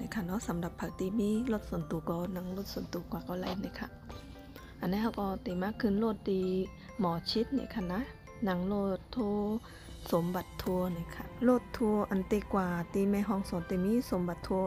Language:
Shan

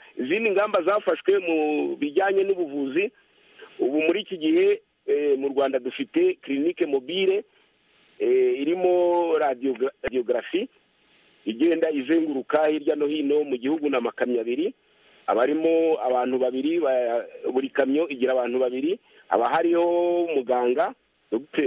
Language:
Kinyarwanda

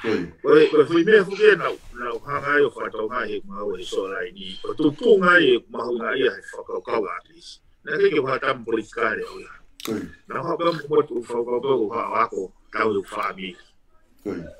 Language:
Tongan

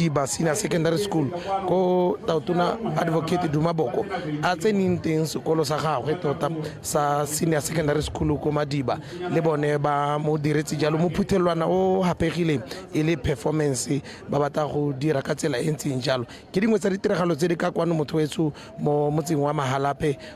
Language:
Tswana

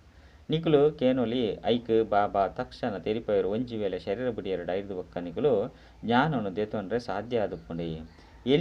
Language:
Tulu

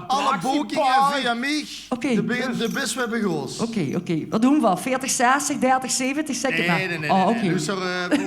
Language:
Limburgish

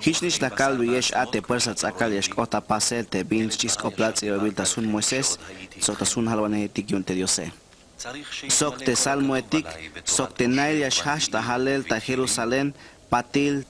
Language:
Tzeltal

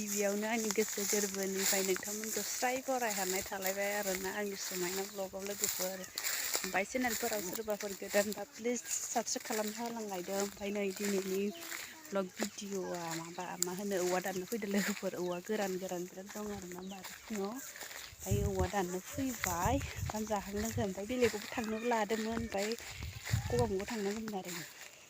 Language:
Bodo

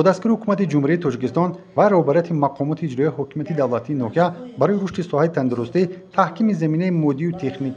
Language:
Tajik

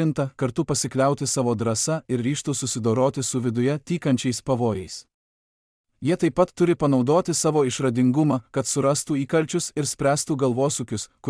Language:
Lithuanian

